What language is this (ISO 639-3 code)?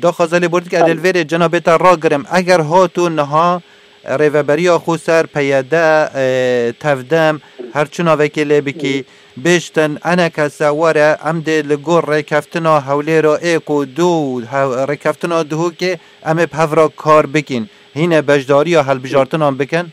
kur